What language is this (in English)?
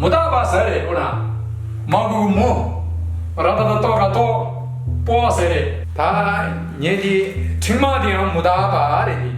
Tibetan